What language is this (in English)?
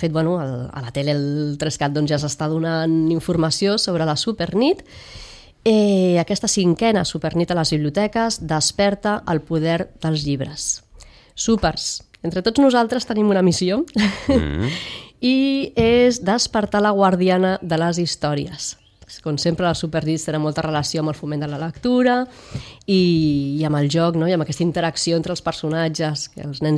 Catalan